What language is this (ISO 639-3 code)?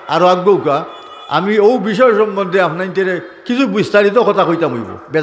syl